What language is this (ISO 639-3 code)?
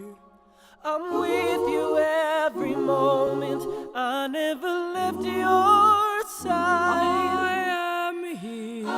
tah